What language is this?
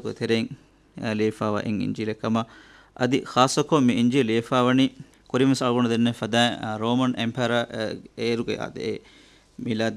Divehi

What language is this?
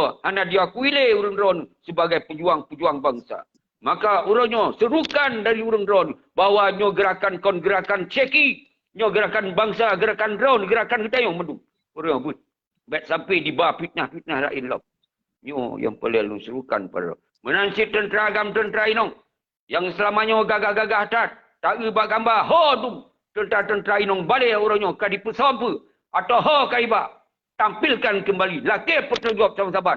Achinese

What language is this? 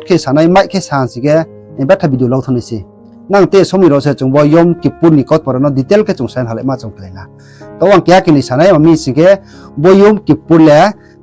Riang (India)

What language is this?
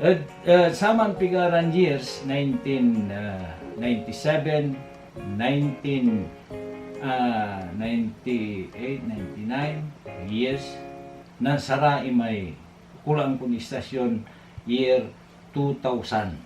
Pangasinan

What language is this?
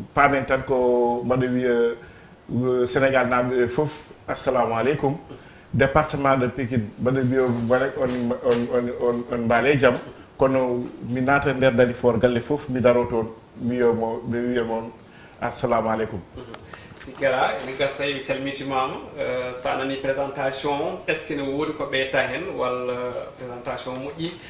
Fula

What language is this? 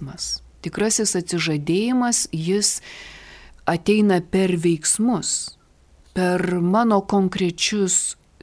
Lithuanian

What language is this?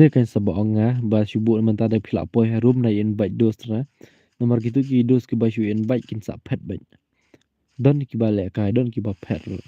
Khasi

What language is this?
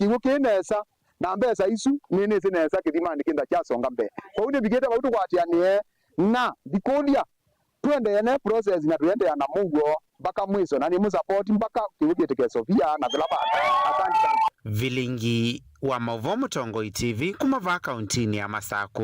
Kamba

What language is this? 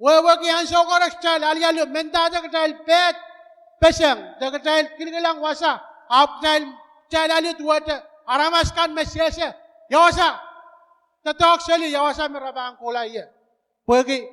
Pohnpeian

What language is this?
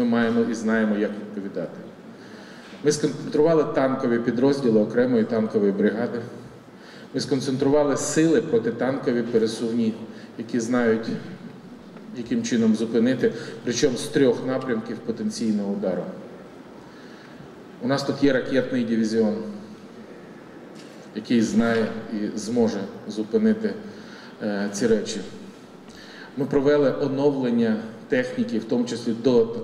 Ukrainian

